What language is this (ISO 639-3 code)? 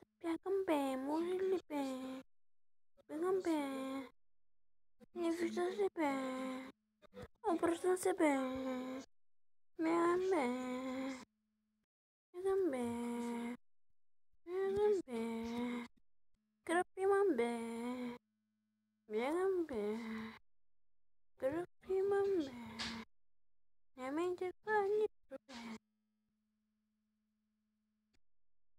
bul